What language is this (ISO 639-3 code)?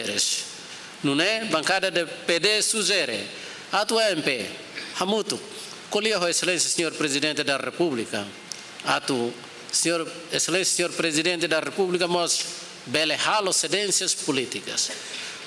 tet